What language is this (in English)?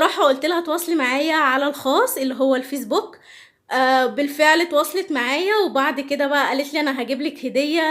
Egyptian Arabic